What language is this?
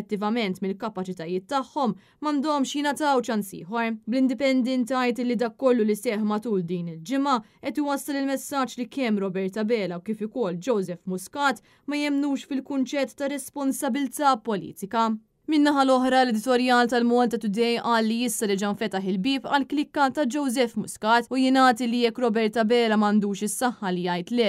Maltese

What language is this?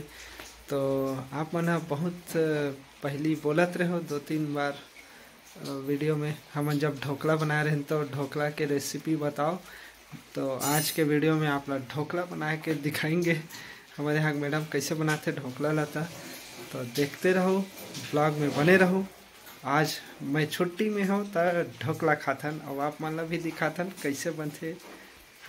Chhattisgarhi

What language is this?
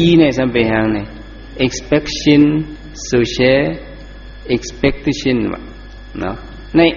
Shan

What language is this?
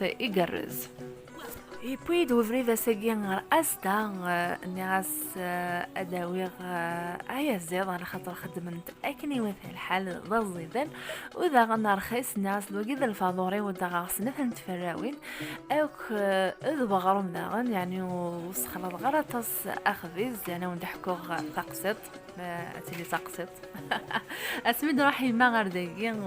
Kabyle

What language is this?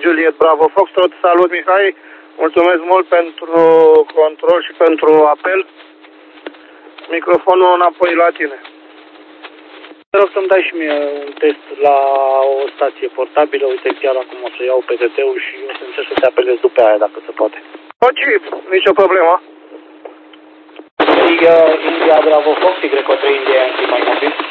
Romanian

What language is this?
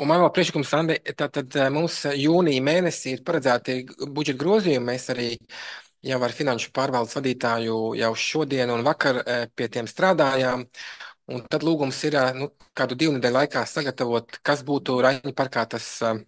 Latvian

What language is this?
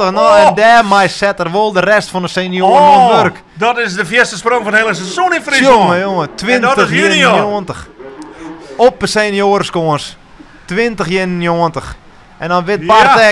Western Frisian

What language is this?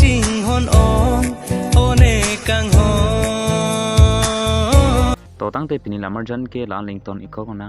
Karbi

